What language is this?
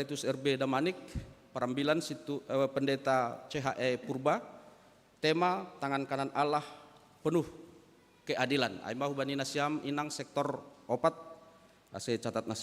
Batak Simalungun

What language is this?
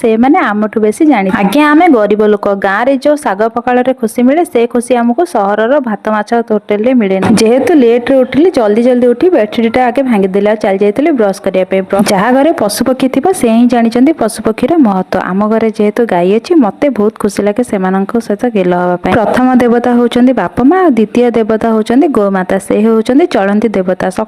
Odia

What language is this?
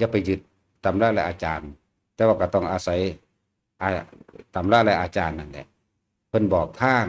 Lao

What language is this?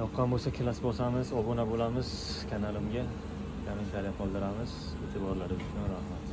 Uzbek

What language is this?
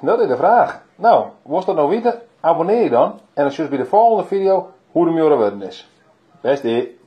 Western Frisian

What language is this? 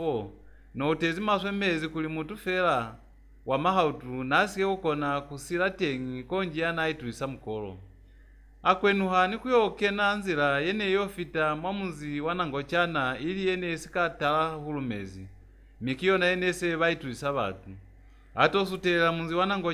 Lozi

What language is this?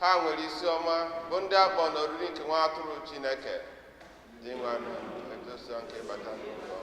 Igbo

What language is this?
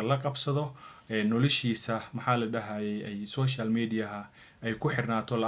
Somali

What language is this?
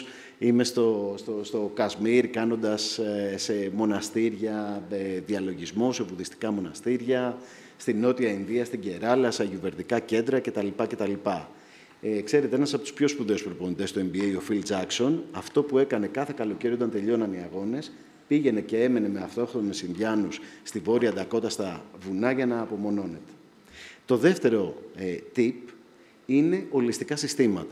Greek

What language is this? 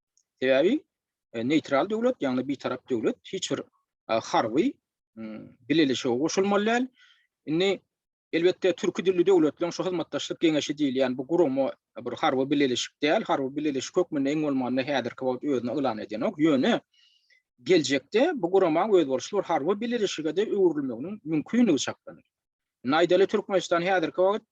Turkmen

